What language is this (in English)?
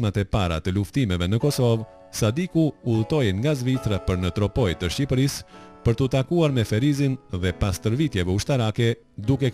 Albanian